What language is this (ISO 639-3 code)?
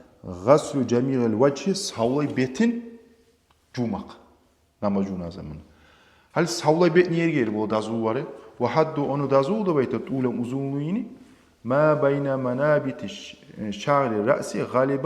kum